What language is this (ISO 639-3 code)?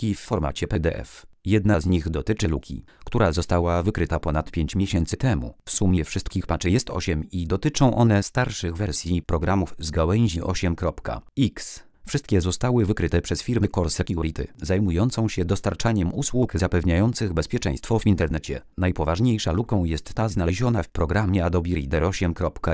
pol